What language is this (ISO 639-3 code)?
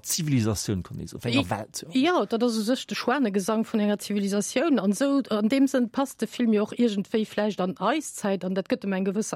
ltz